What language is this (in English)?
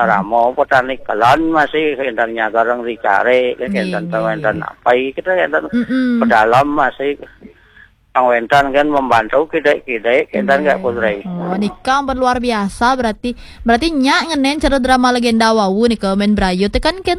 Balinese